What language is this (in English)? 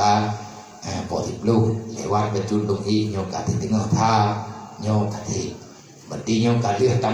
Achinese